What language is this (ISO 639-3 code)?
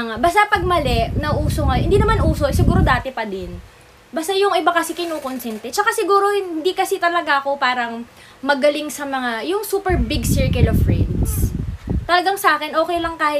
fil